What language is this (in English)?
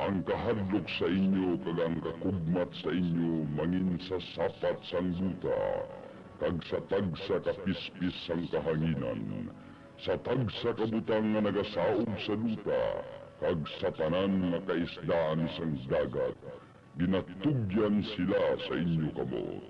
Hiligaynon